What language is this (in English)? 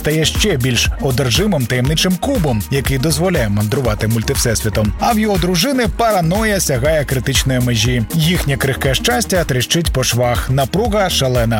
Ukrainian